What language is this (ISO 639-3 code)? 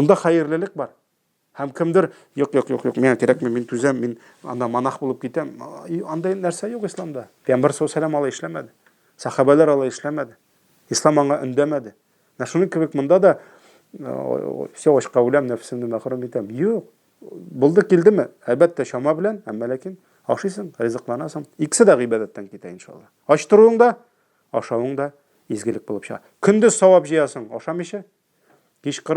tat